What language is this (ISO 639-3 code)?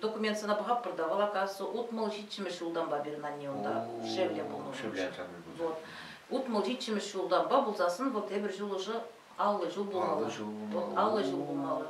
chv